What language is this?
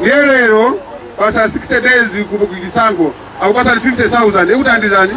Nyanja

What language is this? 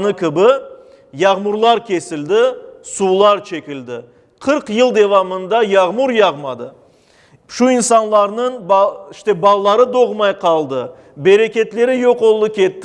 Crimean Tatar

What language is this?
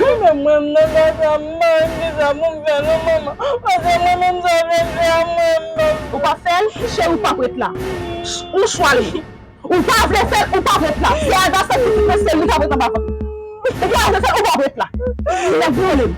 Haitian Creole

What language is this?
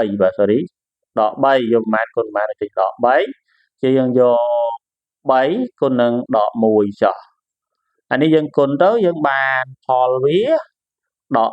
Khmer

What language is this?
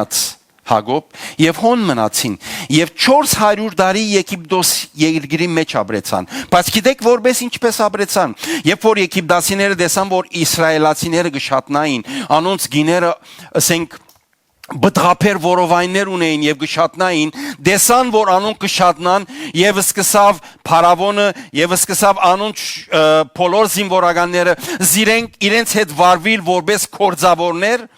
Western Armenian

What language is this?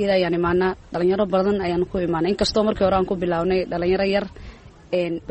Somali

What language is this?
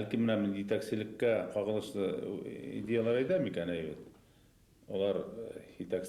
Bashkir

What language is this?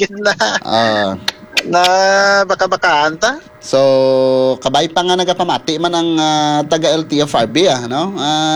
Hiligaynon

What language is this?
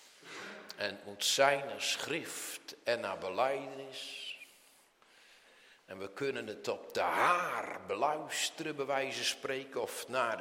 Dutch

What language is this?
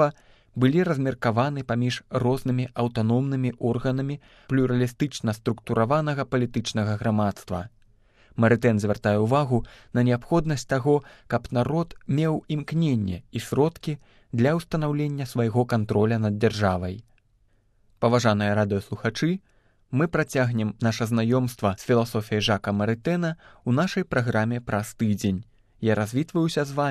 Belarusian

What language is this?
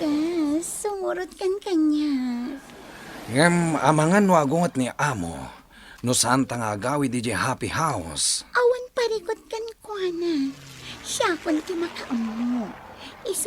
Iloko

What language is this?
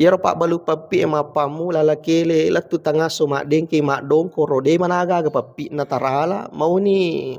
Buginese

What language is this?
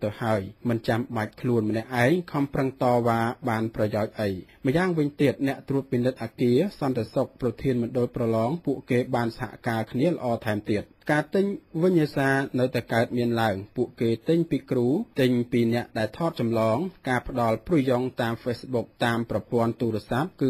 Khmer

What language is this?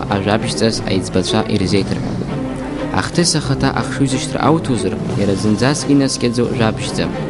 Abkhazian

